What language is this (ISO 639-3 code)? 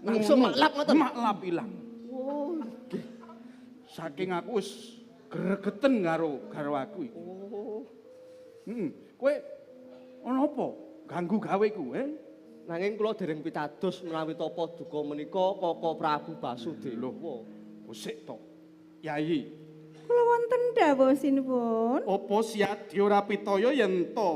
jav